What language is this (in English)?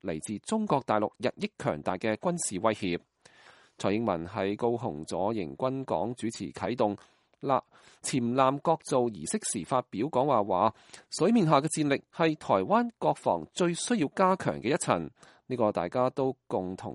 Cantonese